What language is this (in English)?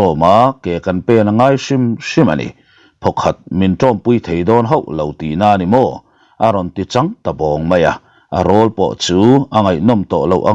Mizo